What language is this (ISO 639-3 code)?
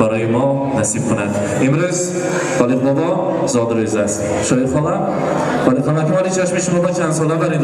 tgk